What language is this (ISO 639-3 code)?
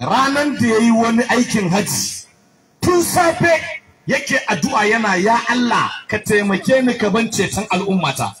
hau